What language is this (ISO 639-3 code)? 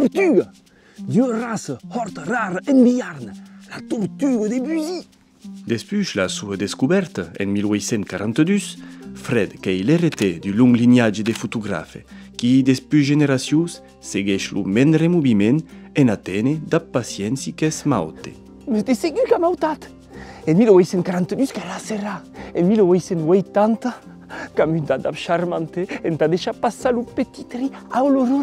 oci